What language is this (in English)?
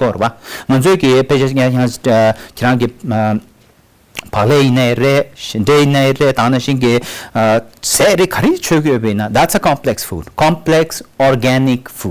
Tibetan